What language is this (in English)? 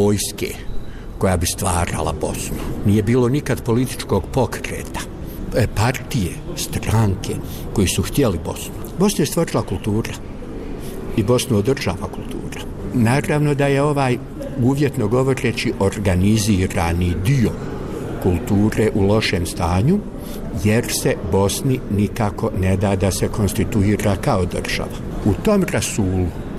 Bosnian